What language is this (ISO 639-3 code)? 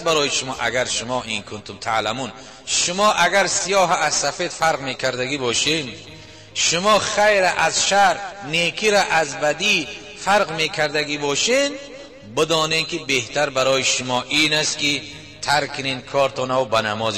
tgk